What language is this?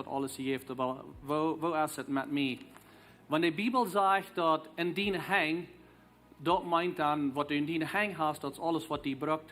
Plautdietsch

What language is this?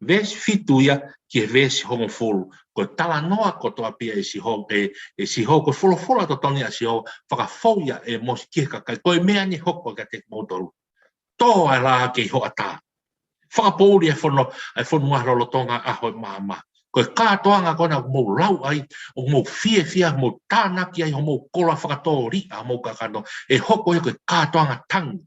Tongan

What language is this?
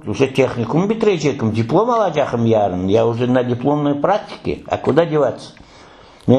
Crimean Tatar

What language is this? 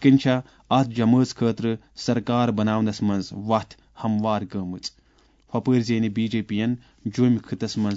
Kashmiri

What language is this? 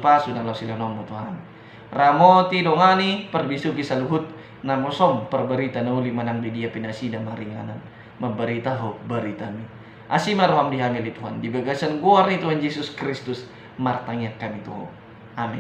Batak Toba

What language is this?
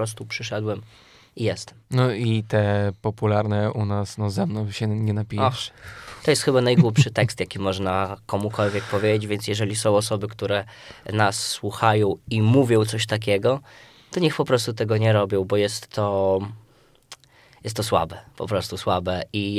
Polish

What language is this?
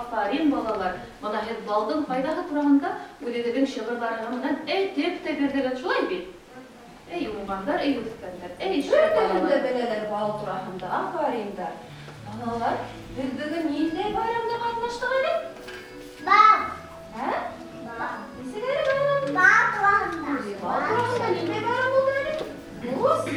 Bashkir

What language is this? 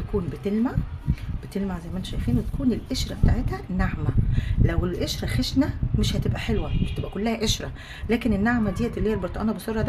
Egyptian Arabic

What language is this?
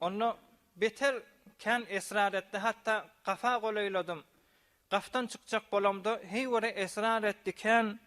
Turkmen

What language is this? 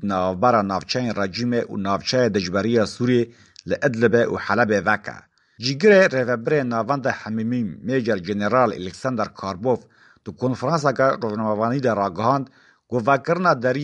Kurdish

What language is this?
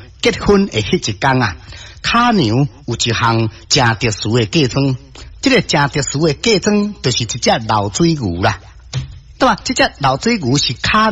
Min Nan Chinese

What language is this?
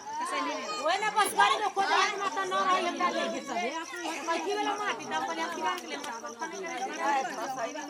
Maithili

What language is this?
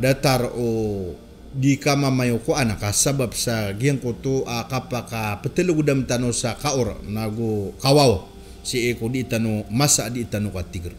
Maranao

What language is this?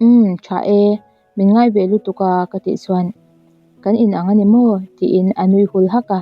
Mizo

